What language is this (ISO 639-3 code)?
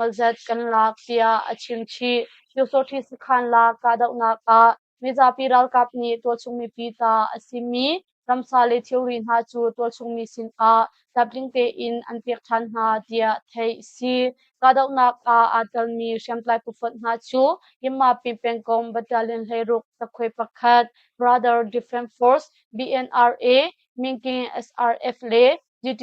cnh